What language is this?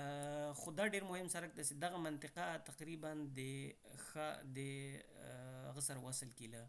Pashto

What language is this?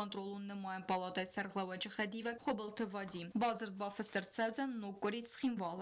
Ossetic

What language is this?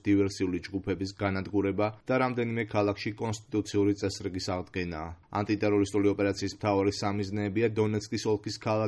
Georgian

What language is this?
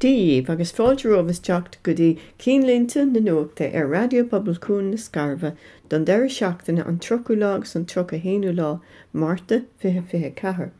Irish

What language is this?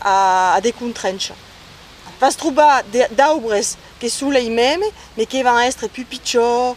Occitan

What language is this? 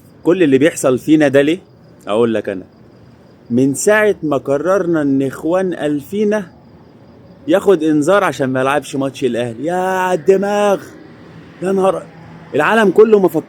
Egyptian Arabic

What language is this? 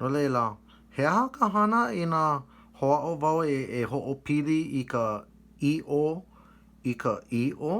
Hawaiian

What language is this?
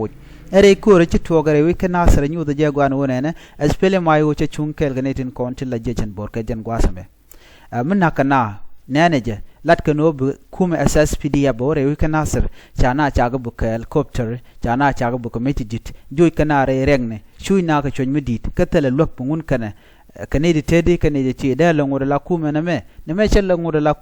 Nuer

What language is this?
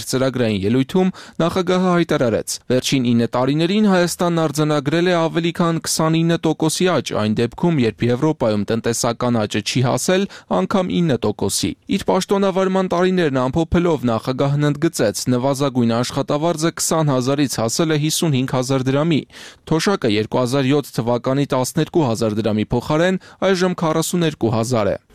Armenian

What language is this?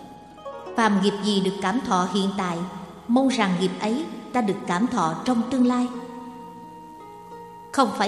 Vietnamese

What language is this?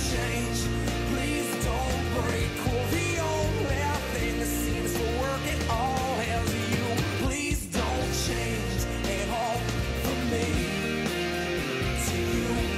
English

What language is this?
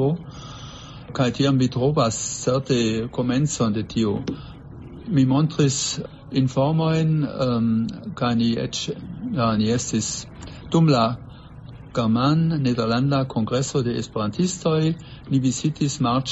Esperanto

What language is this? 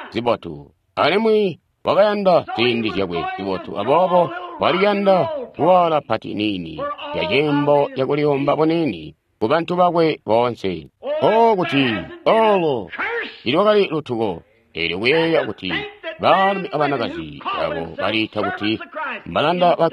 Tonga (Zambia)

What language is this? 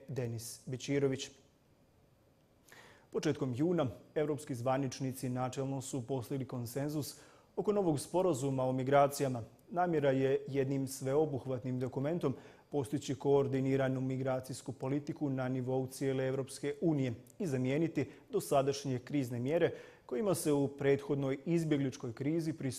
Bosnian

